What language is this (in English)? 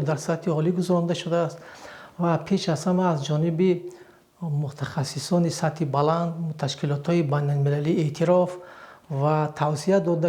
Tajik